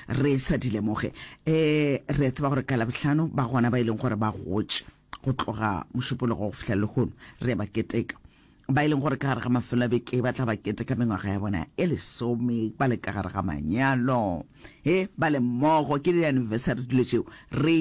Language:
Northern Sotho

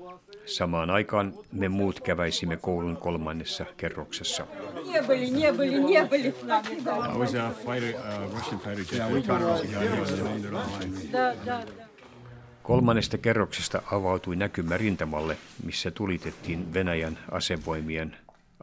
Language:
Finnish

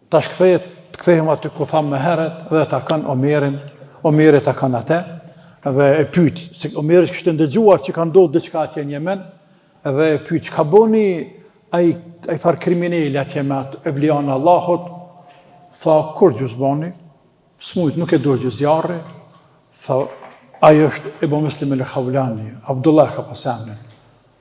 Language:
Albanian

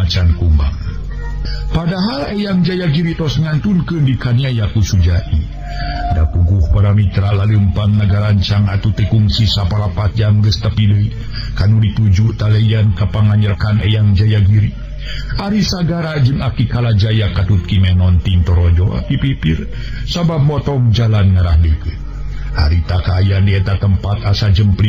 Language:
Sundanese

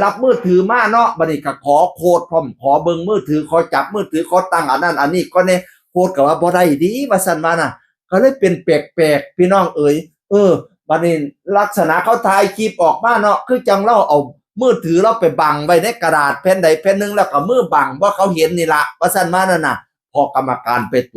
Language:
Northeastern Thai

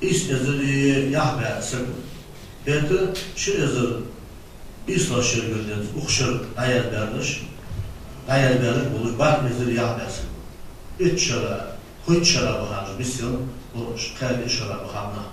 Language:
Ingush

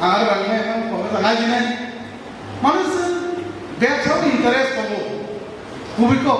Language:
Kok Borok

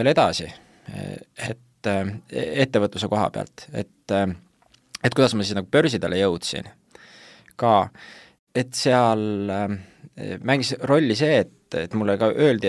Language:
Estonian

